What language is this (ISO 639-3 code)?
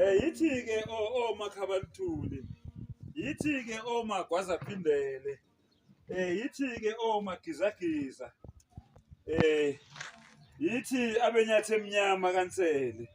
zul